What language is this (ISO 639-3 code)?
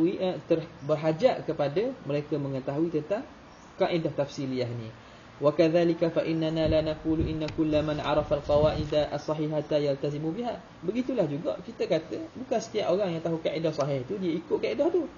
msa